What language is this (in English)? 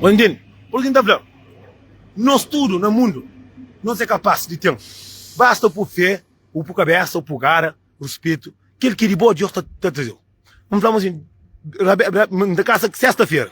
Kabuverdianu